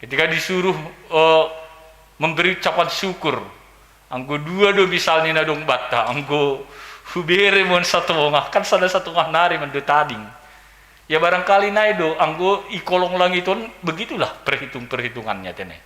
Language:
Batak Simalungun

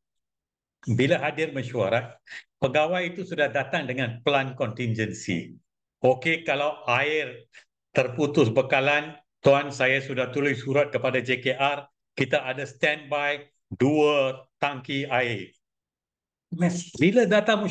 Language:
Malay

